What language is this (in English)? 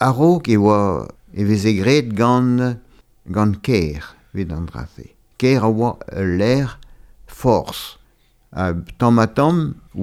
Breton